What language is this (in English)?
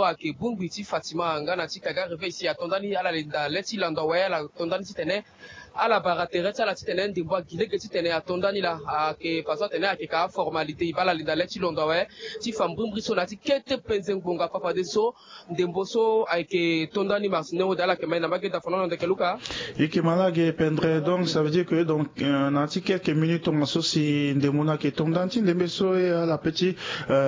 Sango